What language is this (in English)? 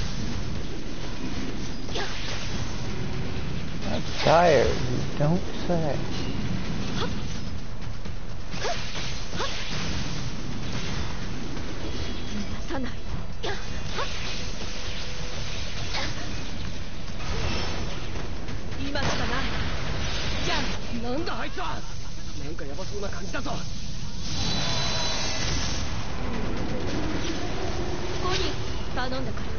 Japanese